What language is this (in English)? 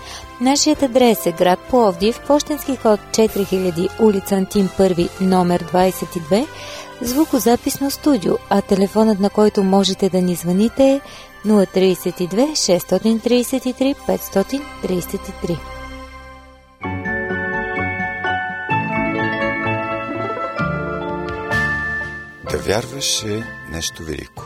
Bulgarian